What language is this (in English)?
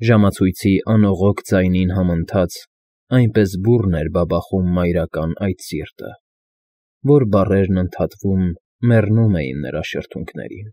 Armenian